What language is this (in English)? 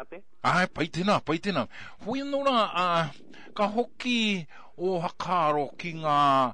Māori